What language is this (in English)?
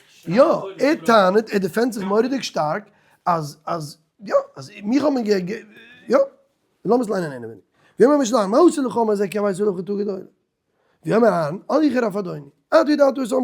Yiddish